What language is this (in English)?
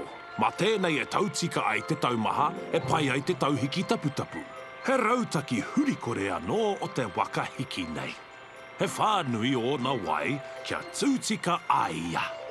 Māori